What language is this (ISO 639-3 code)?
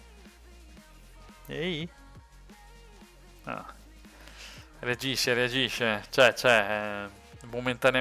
ita